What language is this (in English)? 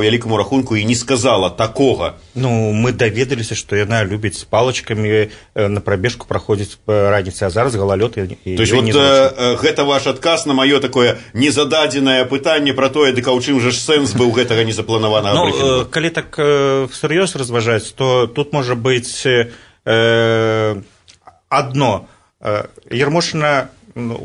Belarusian